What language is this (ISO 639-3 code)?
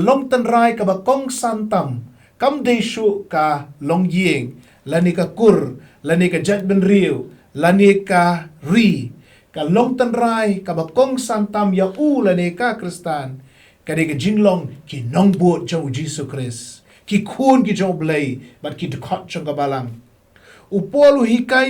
kha